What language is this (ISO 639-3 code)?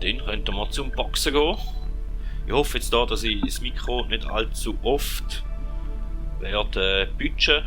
gsw